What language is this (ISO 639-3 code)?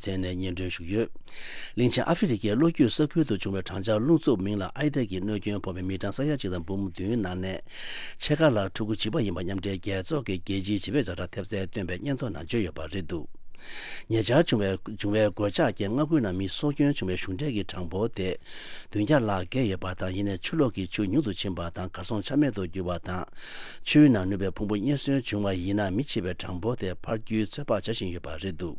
bod